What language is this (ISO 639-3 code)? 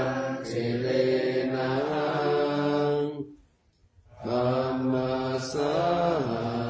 pli